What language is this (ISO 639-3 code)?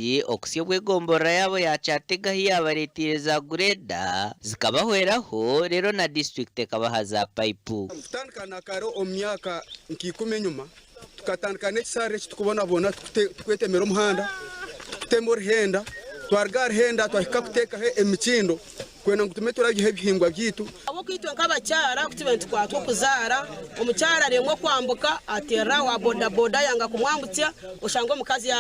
nyn